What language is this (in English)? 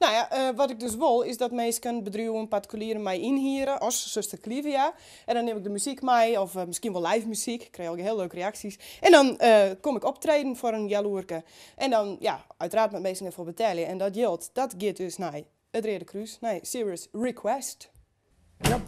Western Frisian